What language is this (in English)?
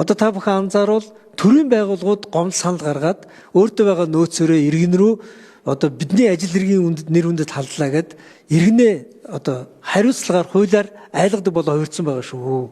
Mongolian